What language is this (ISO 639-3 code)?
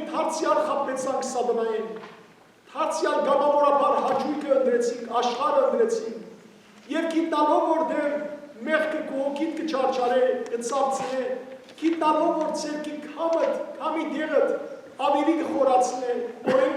hyw